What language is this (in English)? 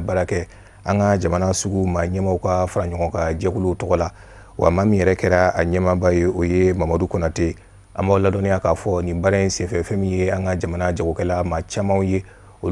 Bambara